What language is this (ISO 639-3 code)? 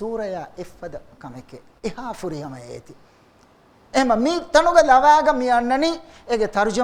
div